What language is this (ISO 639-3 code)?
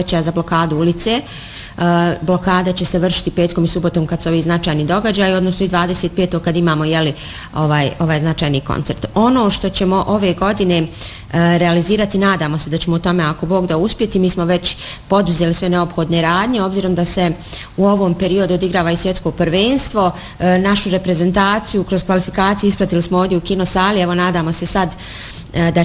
bos